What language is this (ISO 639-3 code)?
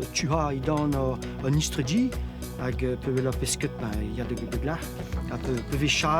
bre